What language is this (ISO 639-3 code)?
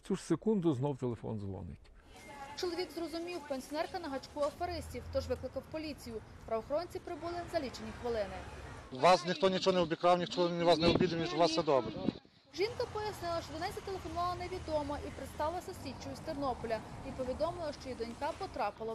ukr